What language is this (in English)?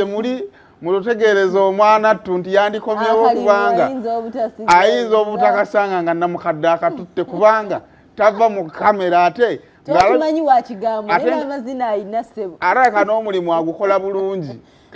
Ganda